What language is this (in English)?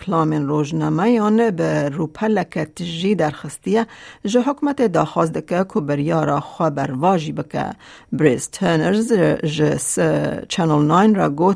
Kurdish